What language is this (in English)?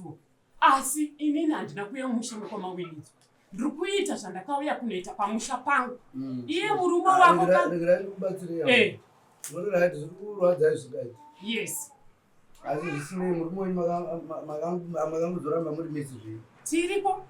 Shona